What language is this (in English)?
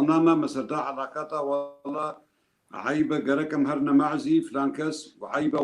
Kurdish